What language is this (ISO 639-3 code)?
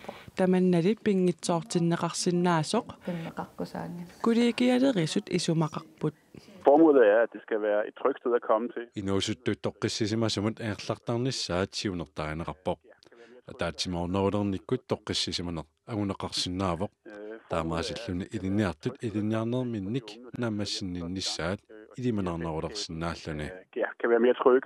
kal